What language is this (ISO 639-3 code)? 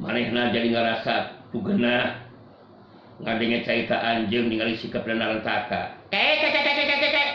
sun